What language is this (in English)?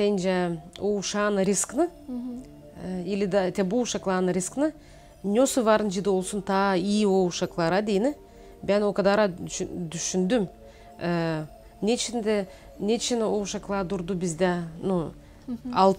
Gagauz